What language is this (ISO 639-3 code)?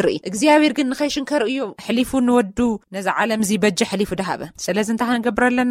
tir